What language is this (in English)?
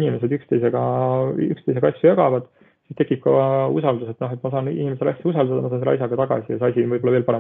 Estonian